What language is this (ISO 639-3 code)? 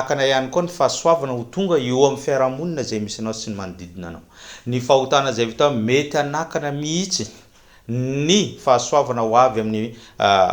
mlg